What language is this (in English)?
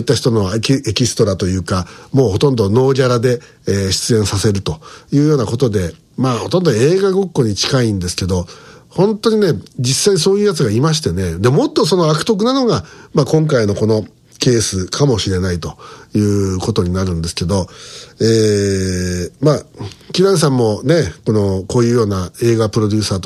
Japanese